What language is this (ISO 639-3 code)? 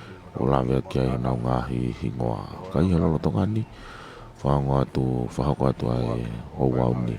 ton